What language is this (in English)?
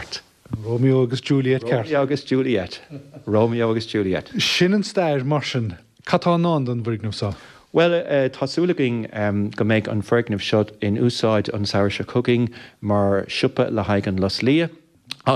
Irish